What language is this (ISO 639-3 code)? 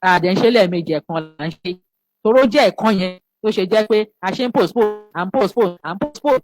yor